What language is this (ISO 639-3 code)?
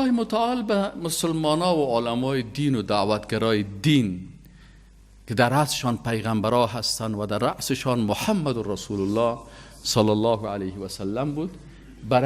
fas